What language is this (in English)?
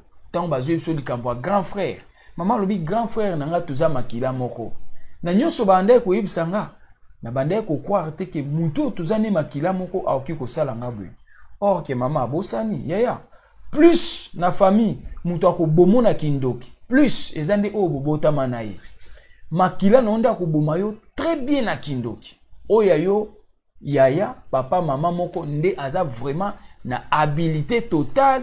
Lingala